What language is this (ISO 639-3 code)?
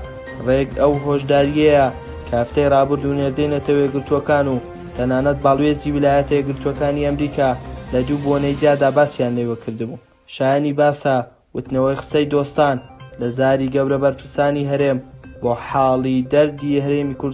ckb